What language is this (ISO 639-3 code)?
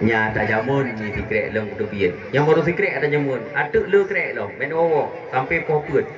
ace